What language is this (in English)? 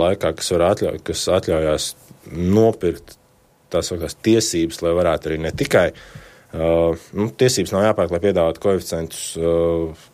Latvian